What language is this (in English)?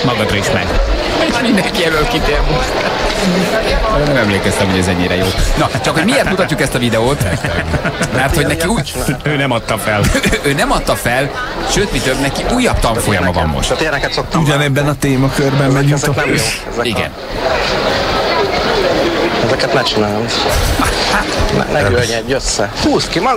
Hungarian